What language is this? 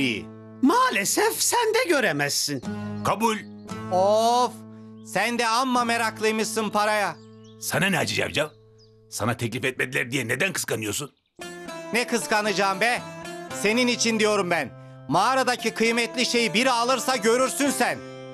Turkish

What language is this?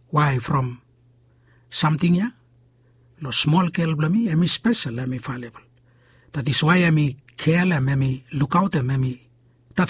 Bislama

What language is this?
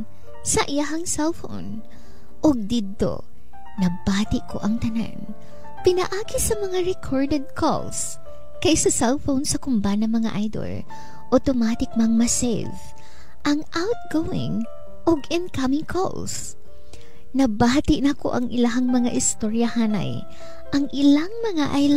Cebuano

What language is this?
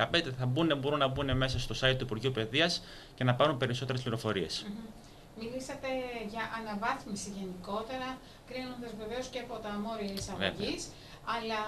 Greek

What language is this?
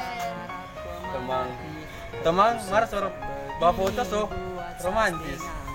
Manado Malay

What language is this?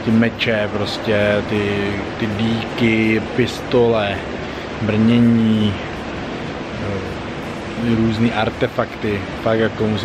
Czech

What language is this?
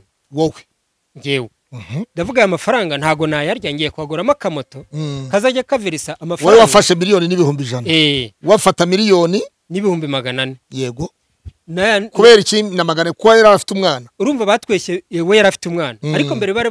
Kinyarwanda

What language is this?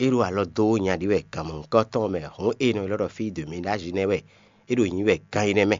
Fon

